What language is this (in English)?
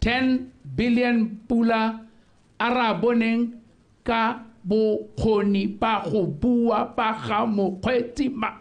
Tswana